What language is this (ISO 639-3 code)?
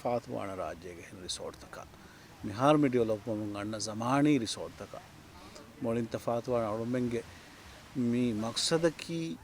div